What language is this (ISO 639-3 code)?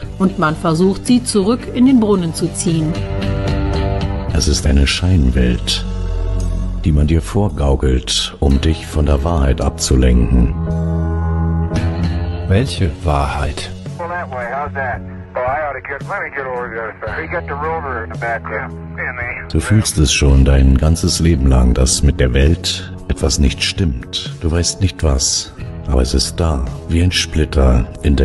deu